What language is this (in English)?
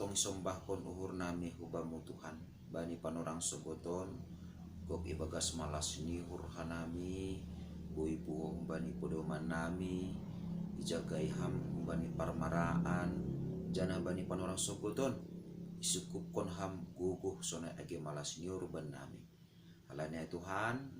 Batak Simalungun